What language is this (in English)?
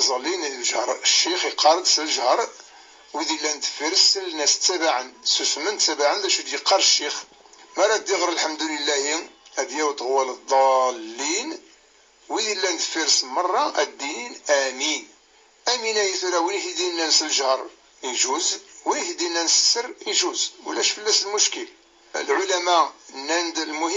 Kabyle